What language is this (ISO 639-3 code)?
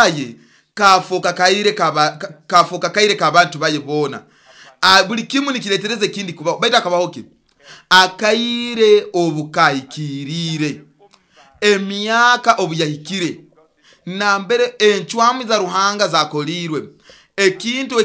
nyo